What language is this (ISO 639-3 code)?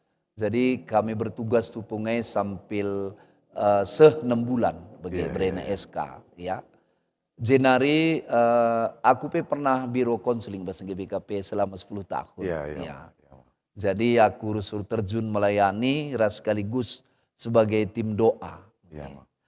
btx